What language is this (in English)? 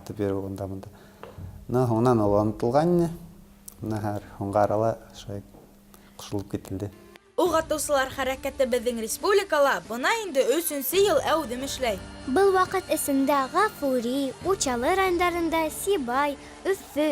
Bashkir